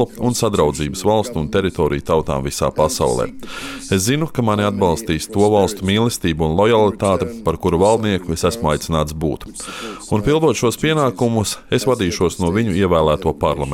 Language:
Latvian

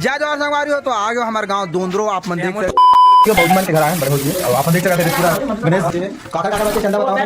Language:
Chhattisgarhi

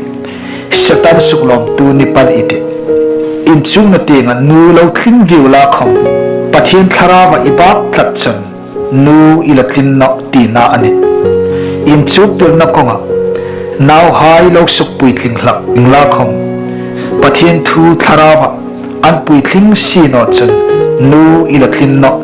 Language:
Hmar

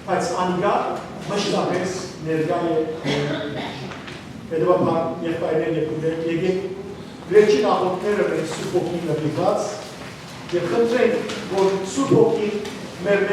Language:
Western Armenian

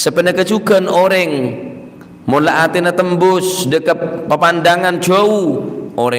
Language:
Madurese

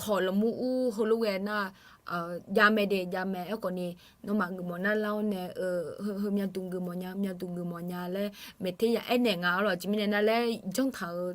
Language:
Akha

